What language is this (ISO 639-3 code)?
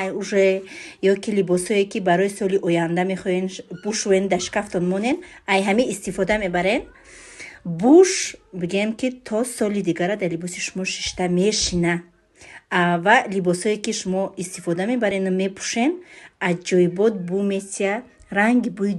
tgk